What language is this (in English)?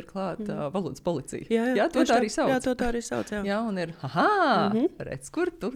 Latvian